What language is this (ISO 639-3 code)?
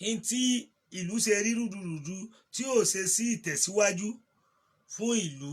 yor